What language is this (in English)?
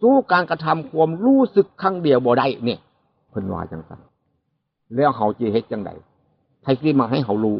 Northeastern Thai